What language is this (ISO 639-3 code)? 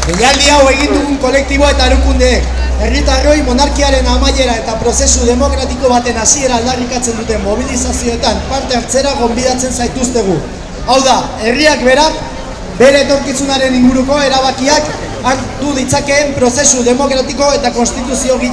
eus